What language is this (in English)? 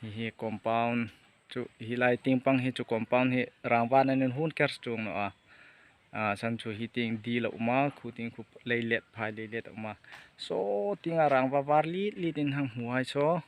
Hmar